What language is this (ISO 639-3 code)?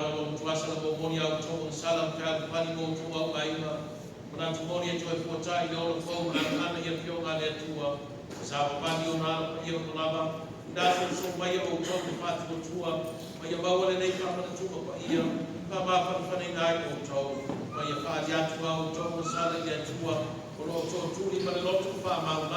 smo